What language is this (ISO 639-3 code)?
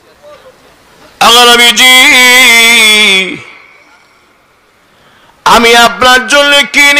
ben